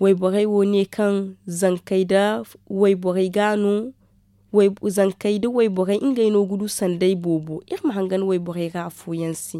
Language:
Zarma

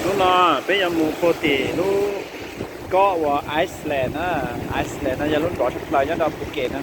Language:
Hmong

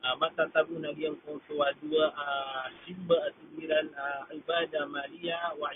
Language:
Maranao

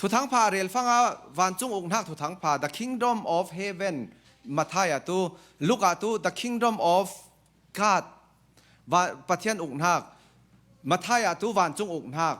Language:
Falam Chin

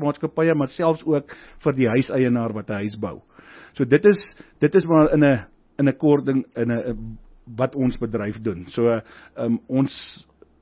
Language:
Afrikaans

